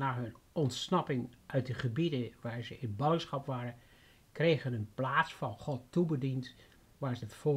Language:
Dutch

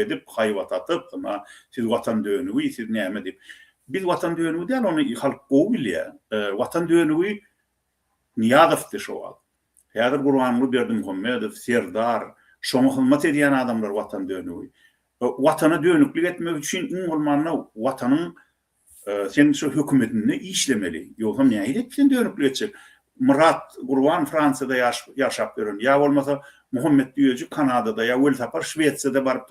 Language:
Turkmen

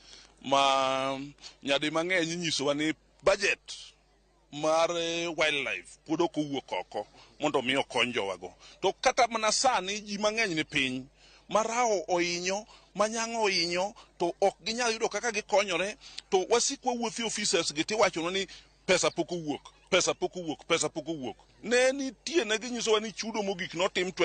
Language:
Luo (Kenya and Tanzania)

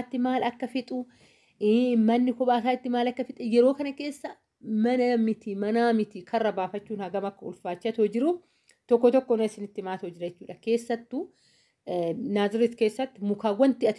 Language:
Oromo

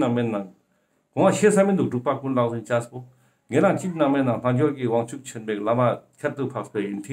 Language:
Ladakhi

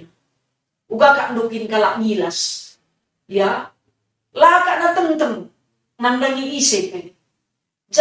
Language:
Batak Karo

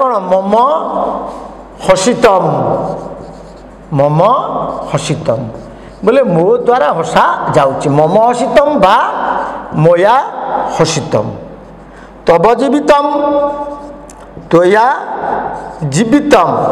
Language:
Odia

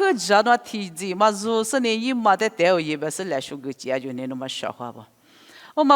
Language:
Lisu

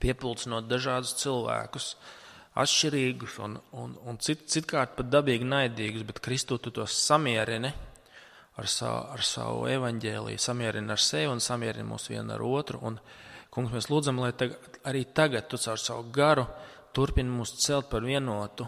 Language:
Latvian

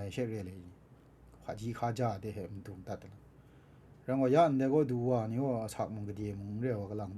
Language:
Kachin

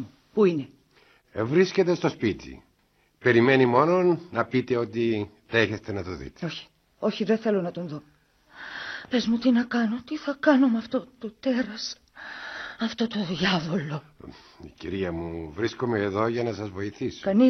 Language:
Greek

